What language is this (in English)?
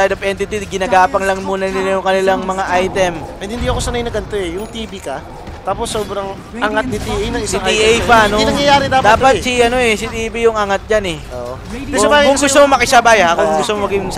Filipino